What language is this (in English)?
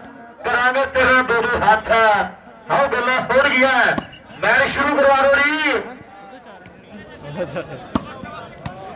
Punjabi